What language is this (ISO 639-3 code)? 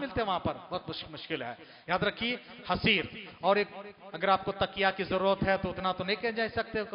hin